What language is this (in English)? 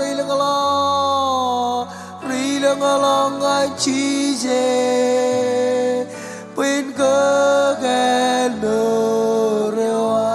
Marshallese